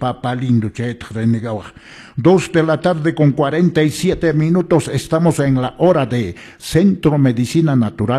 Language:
Quechua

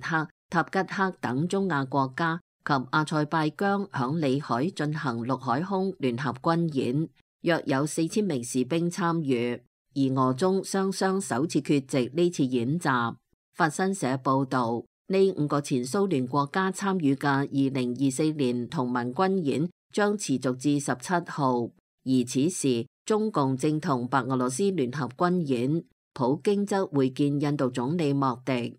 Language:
Cantonese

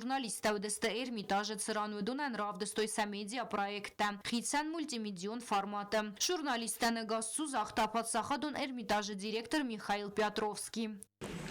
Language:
Ossetic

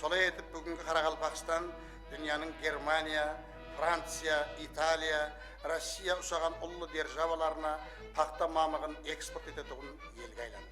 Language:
Kara-Kalpak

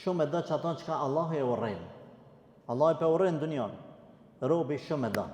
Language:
Albanian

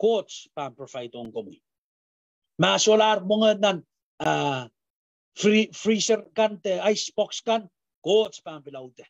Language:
Pohnpeian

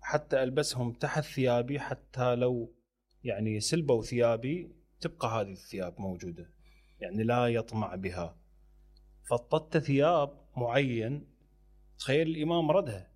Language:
Mesopotamian Arabic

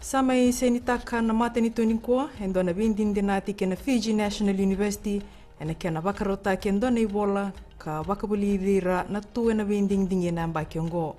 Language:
Fijian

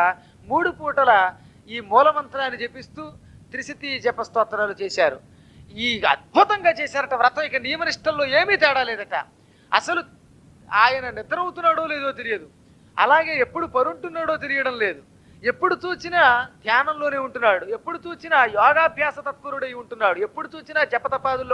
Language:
Telugu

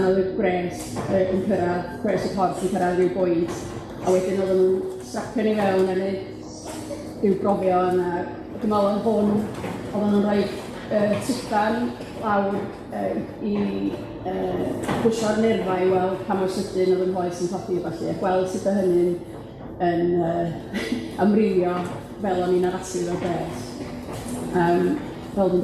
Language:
Welsh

